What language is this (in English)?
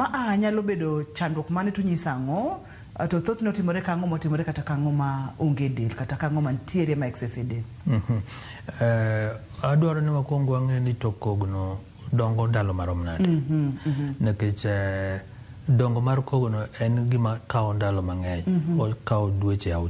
Luo (Kenya and Tanzania)